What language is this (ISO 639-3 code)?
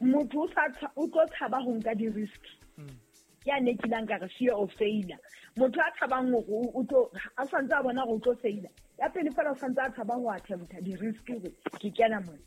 sot